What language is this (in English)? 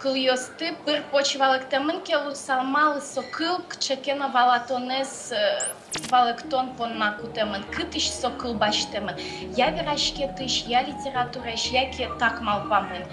Udmurt